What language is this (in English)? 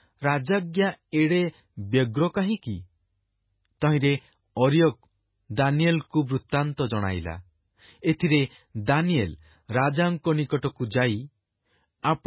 Odia